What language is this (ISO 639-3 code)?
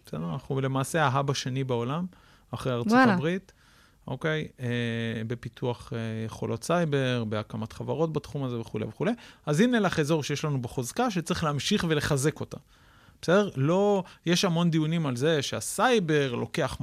heb